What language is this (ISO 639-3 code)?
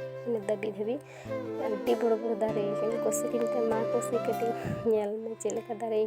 sat